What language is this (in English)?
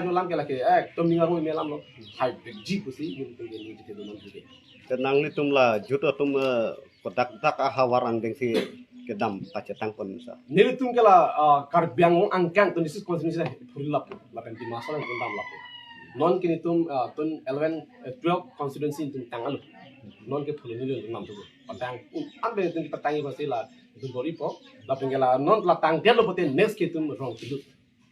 Karbi